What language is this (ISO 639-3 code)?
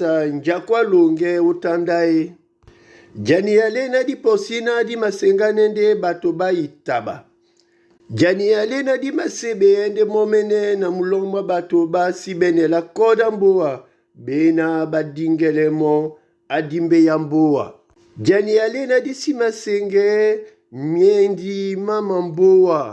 dua